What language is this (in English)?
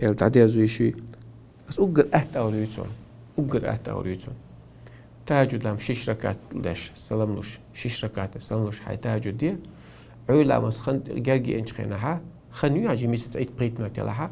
Chechen